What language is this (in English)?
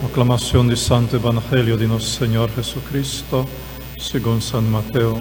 Papiamento